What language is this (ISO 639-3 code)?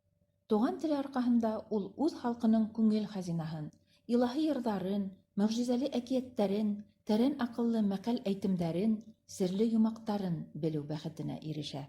bak